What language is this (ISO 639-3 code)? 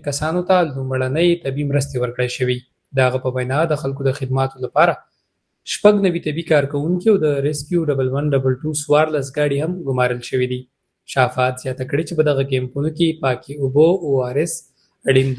pus